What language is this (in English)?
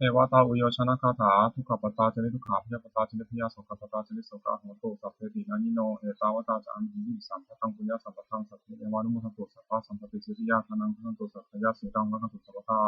Pali